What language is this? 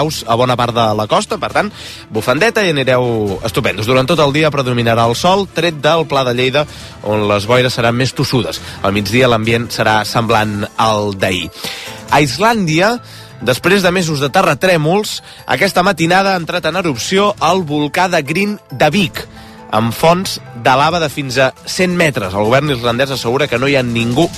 Catalan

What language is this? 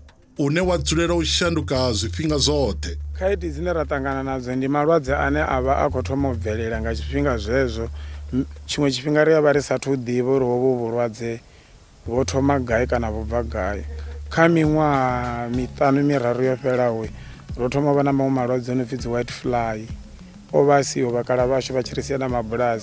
Venda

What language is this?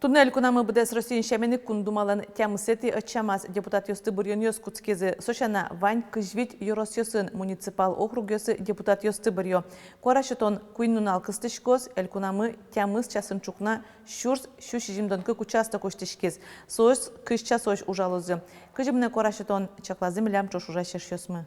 Udmurt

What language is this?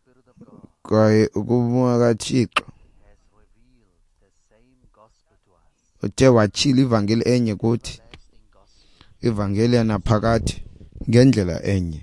Xhosa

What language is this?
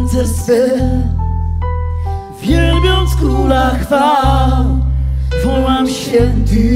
Polish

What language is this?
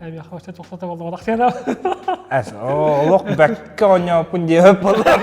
Yakut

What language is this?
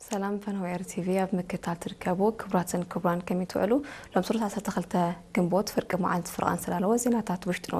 Tigrinya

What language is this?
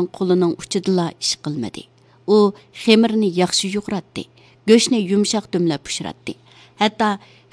Uyghur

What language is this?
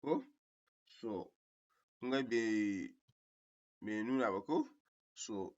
Hausa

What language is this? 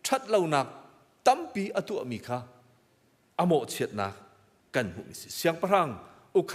Hakha Chin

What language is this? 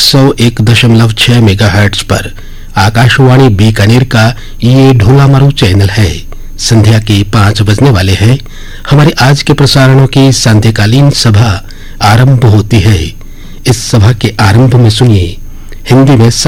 Hindi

